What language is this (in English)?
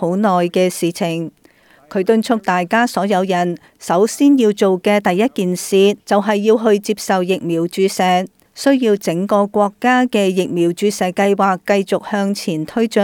Cantonese